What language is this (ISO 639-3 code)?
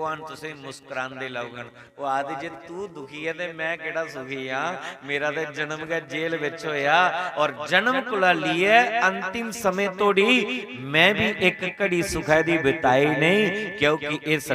doi